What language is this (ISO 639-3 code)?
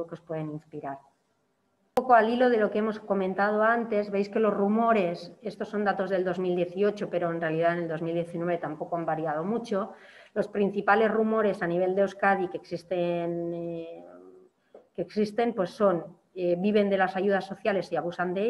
spa